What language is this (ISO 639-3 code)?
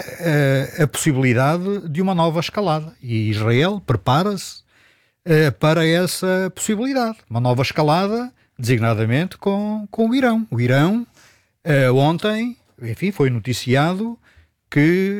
por